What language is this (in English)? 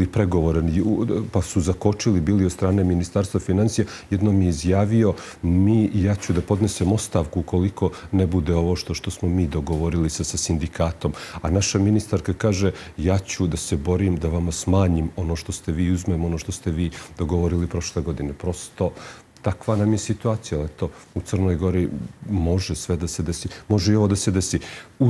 Croatian